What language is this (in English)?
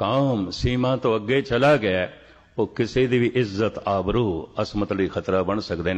Punjabi